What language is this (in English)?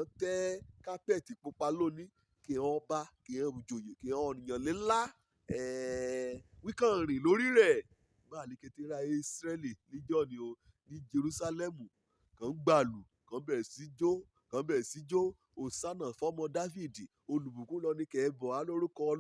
Yoruba